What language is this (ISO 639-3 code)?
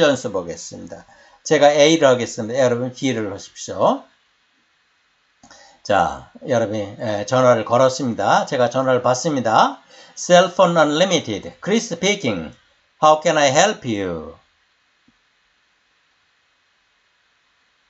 kor